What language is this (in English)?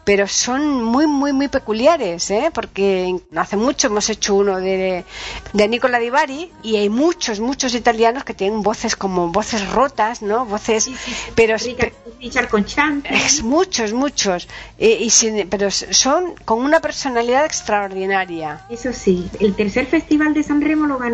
Spanish